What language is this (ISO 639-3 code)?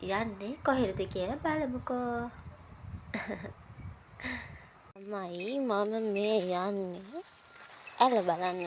sin